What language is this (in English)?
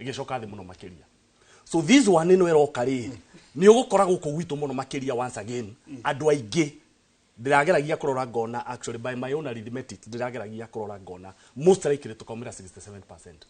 Kikuyu